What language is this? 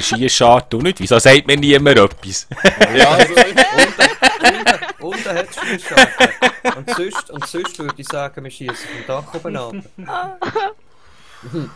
Swiss German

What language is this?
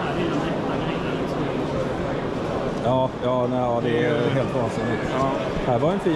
Swedish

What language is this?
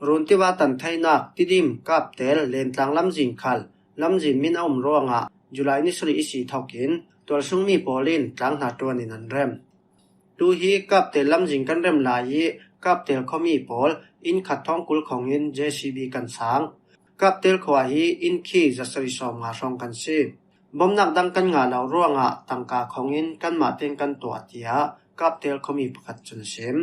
Falam Chin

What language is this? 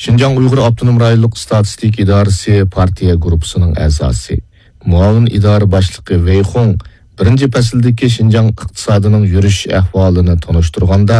Uyghur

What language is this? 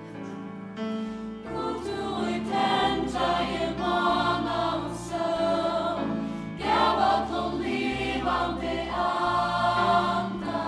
Faroese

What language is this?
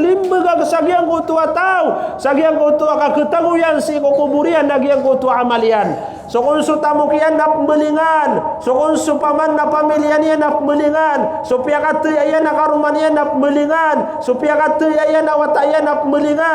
Maranao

